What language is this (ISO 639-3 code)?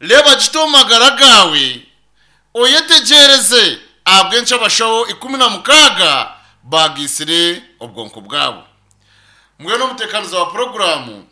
nyn